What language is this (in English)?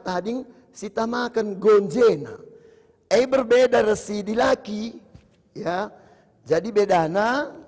Batak Karo